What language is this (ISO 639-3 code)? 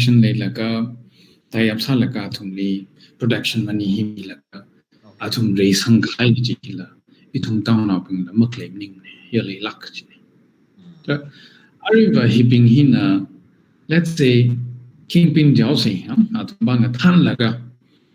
nmf